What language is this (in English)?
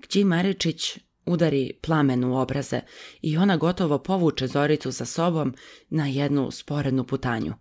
Serbian